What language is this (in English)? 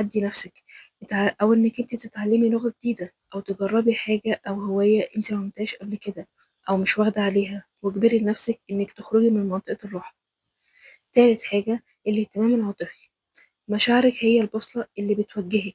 Egyptian Arabic